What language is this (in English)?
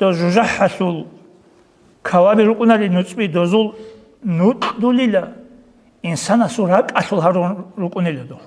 Avaric